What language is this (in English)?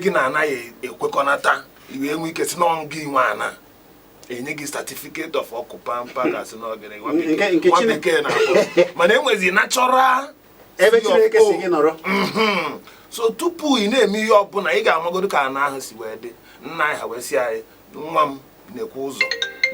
Igbo